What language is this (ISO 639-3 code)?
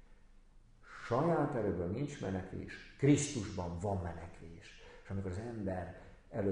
hun